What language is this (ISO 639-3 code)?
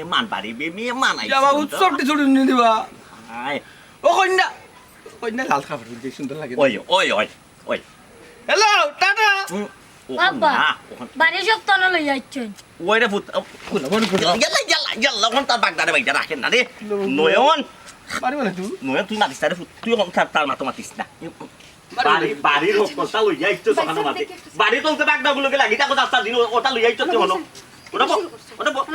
syl